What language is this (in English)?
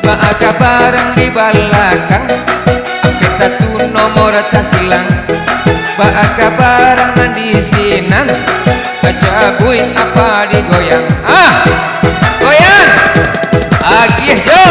Minangkabau